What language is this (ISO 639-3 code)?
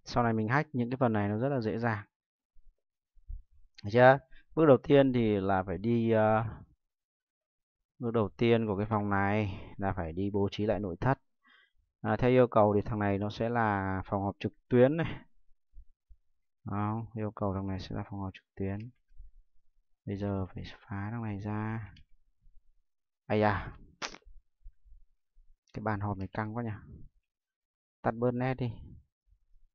vie